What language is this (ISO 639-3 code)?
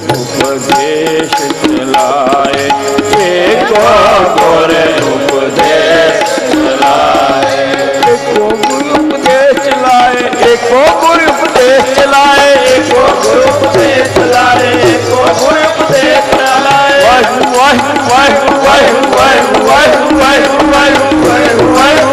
pan